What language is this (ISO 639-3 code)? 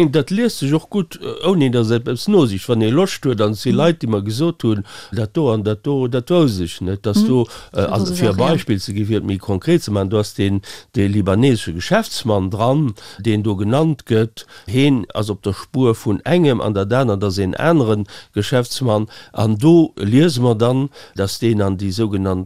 ltz